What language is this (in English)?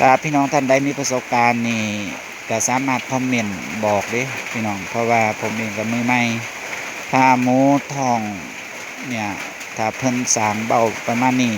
Northeastern Thai